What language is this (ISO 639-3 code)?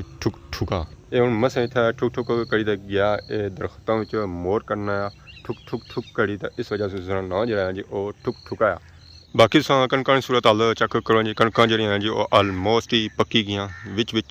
phr